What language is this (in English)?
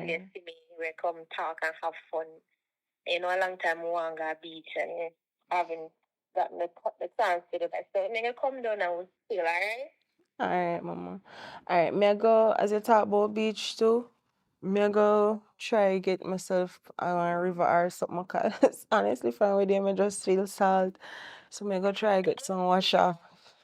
Jamaican Creole English